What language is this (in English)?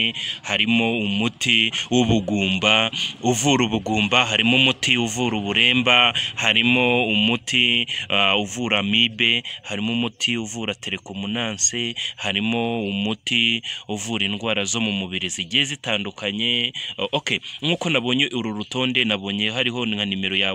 Kinyarwanda